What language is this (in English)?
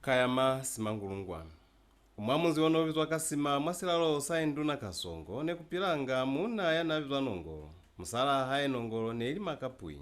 Lozi